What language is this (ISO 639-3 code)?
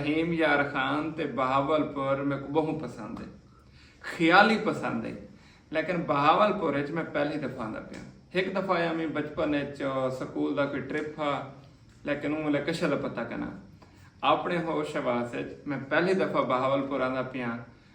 skr